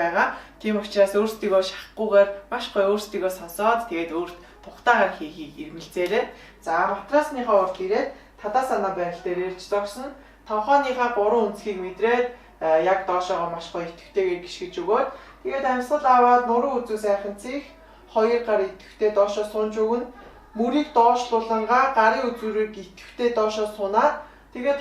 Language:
Mongolian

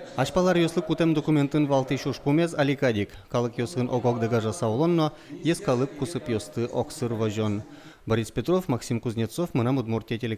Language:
Udmurt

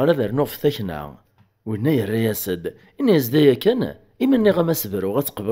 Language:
Kabyle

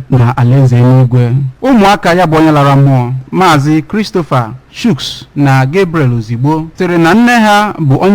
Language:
Igbo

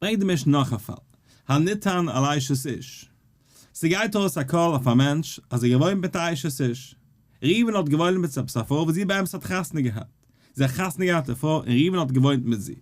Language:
Yiddish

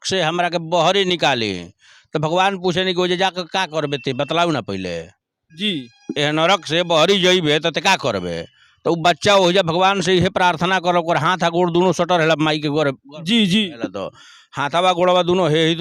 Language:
Bhojpuri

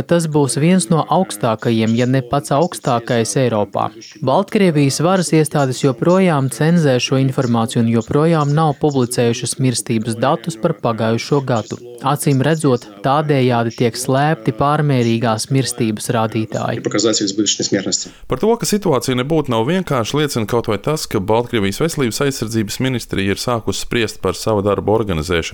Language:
Latvian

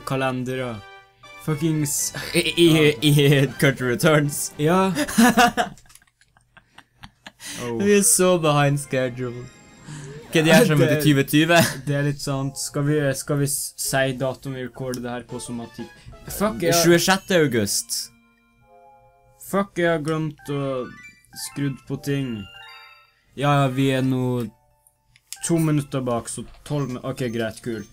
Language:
Norwegian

